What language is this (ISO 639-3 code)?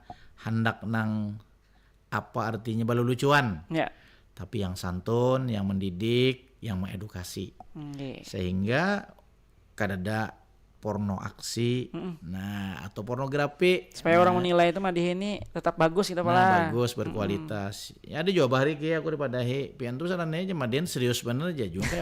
bjn